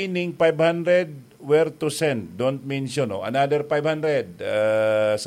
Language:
Bikol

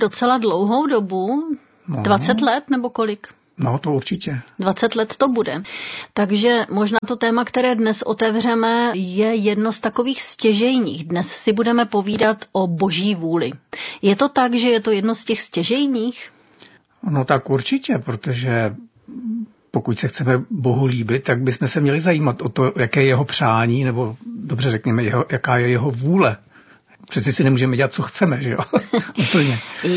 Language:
Czech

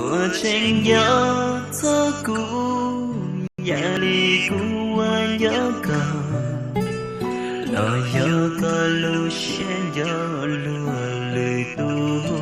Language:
Hmong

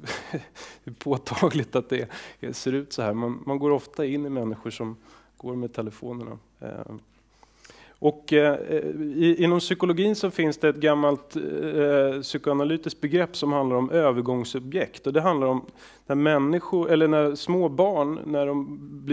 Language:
Swedish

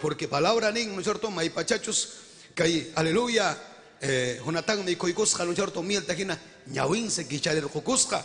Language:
Ayacucho Quechua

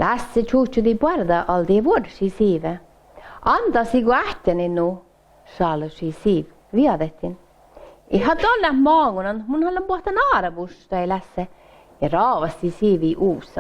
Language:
Northern Sami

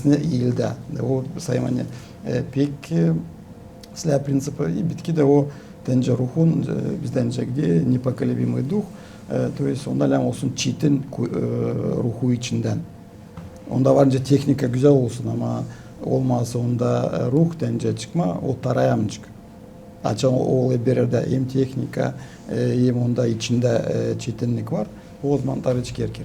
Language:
Gagauz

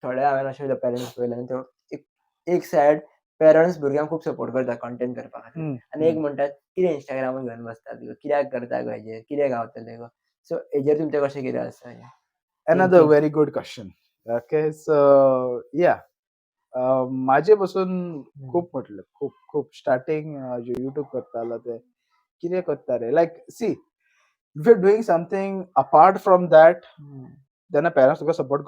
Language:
Konkani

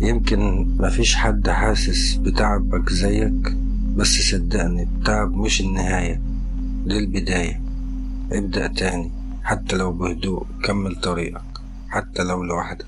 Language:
Egyptian Arabic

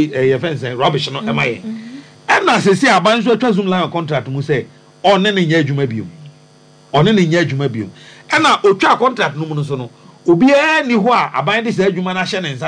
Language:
Akan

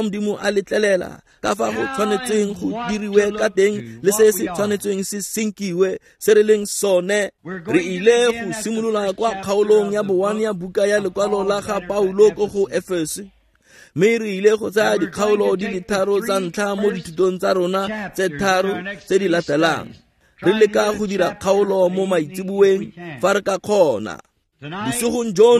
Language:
Tswana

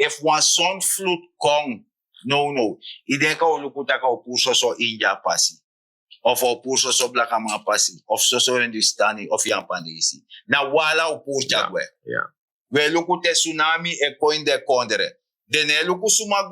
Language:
Sranan Tongo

